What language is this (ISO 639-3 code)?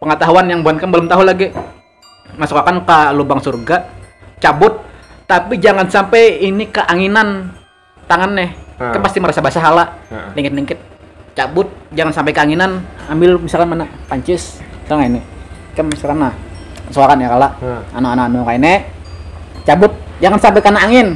bjn